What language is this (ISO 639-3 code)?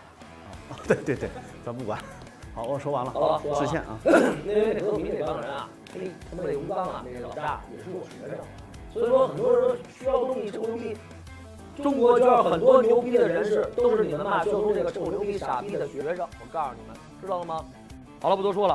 zho